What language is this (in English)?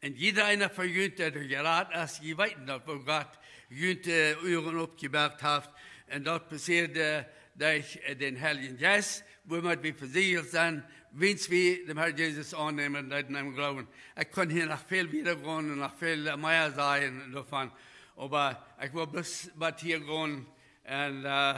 Plautdietsch